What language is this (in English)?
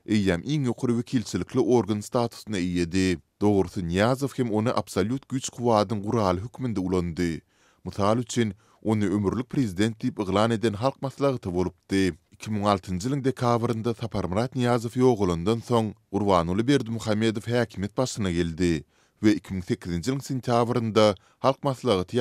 Turkmen